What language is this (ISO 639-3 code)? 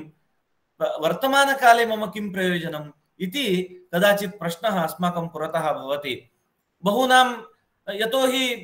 san